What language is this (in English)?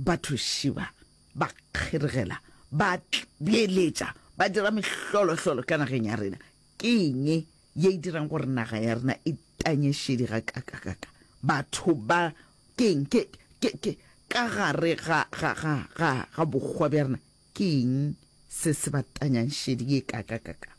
Northern Sotho